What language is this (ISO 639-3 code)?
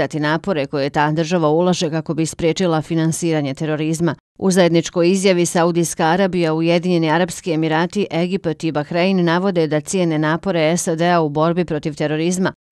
bos